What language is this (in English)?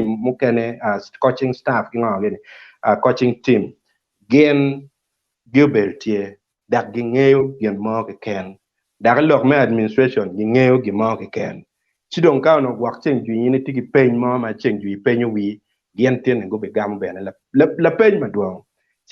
Acoli